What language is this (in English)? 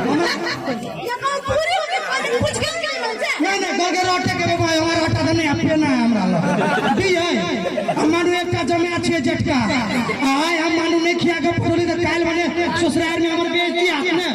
Maithili